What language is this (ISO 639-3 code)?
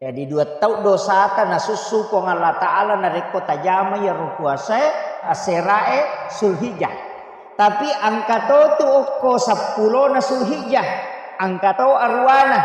bug